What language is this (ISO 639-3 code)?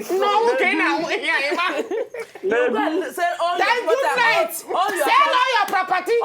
pcm